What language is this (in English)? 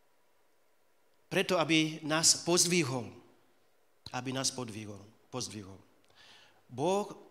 Slovak